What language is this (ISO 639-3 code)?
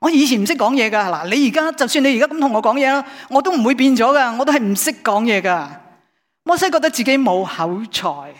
yue